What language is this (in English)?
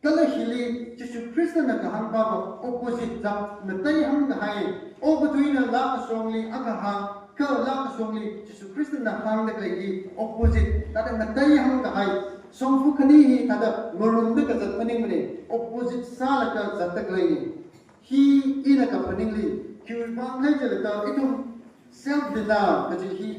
Tangkhul Naga (India)